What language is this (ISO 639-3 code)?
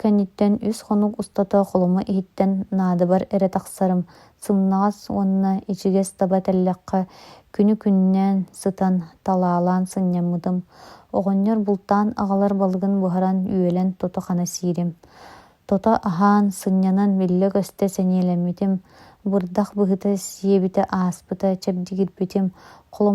sah